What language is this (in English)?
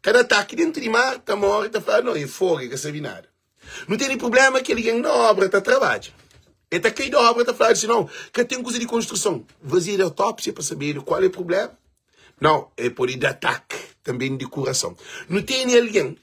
Kabuverdianu